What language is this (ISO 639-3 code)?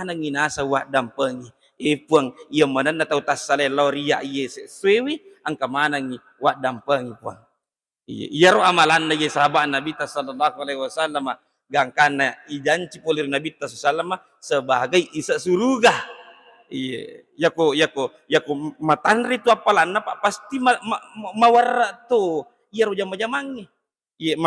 bug